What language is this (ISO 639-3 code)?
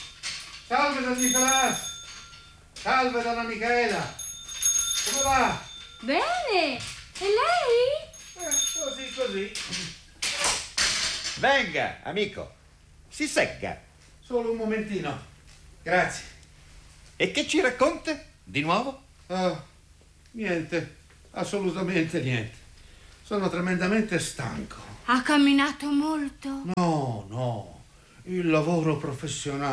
ita